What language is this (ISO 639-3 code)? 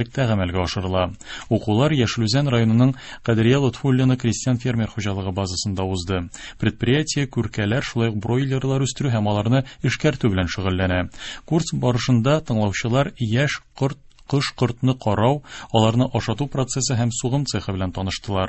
tat